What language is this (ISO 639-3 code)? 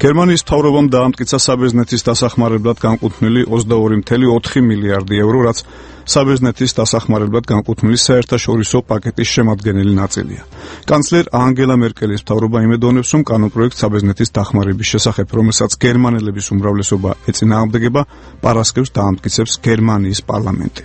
kat